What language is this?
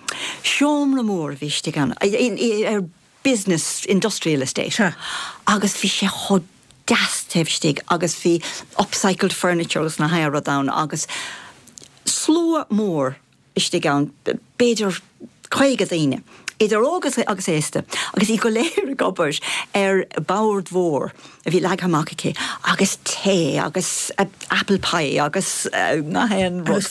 Irish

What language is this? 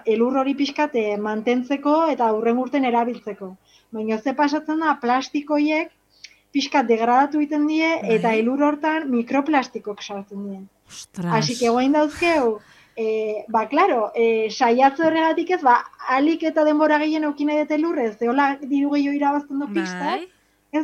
Basque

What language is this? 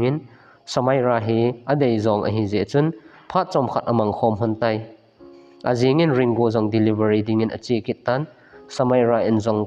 Thado Chin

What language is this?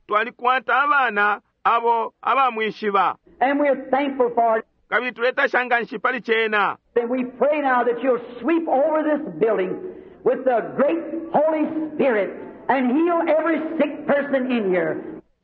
Bemba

